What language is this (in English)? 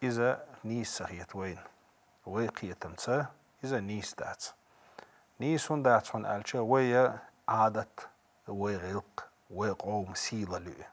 Chechen